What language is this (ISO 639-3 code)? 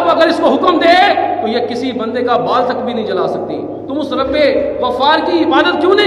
urd